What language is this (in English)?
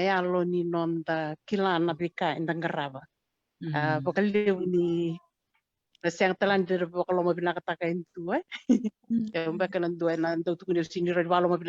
Fijian